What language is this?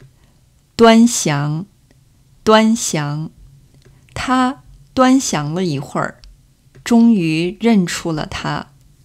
Chinese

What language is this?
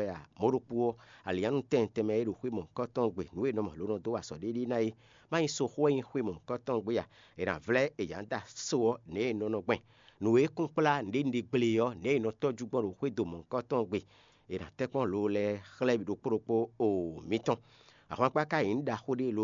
Fon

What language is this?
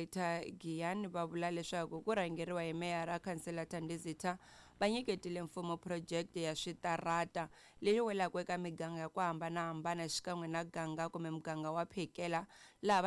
Tsonga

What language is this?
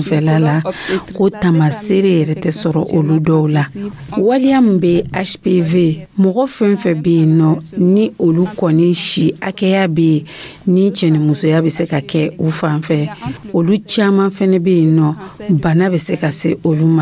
Dyula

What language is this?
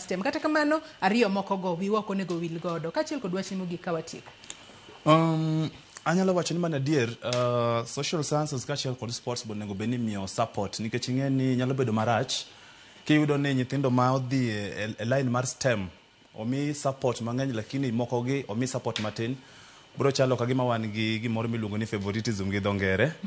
Luo (Kenya and Tanzania)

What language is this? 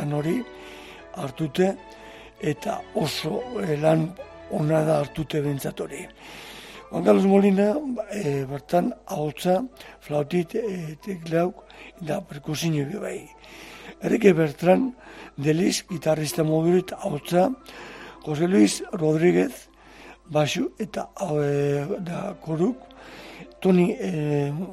Basque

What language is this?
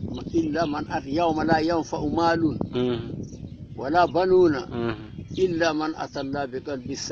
Fula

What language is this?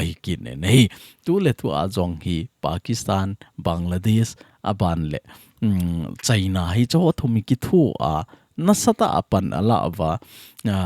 Thado Chin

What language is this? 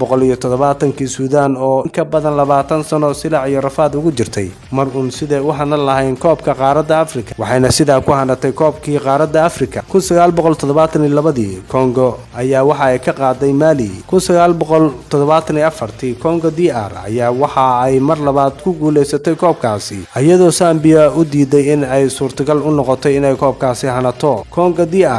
Somali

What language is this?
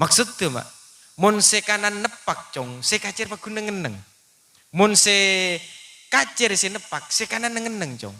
Madurese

